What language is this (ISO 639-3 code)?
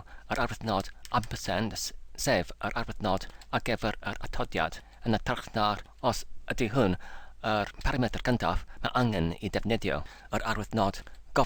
cym